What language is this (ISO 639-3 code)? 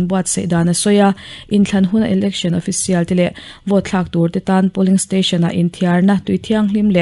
lus